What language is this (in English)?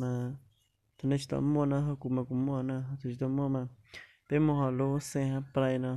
Hmong